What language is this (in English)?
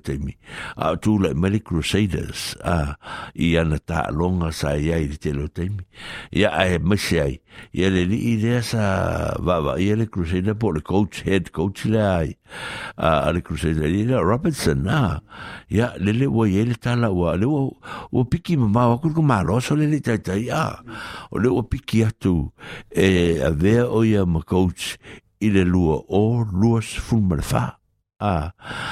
Samoan